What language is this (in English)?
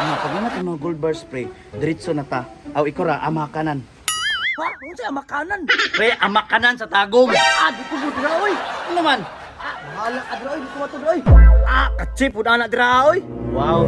Cebuano